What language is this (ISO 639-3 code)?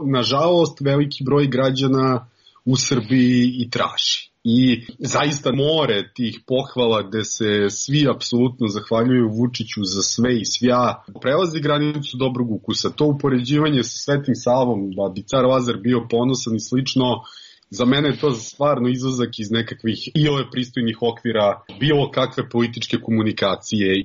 srp